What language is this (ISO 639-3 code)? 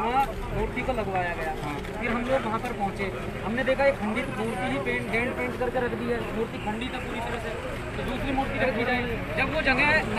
hin